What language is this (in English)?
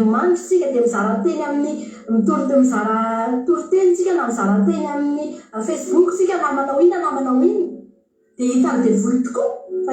Malagasy